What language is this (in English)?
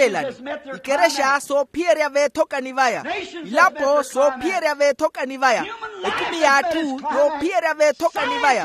Makhuwa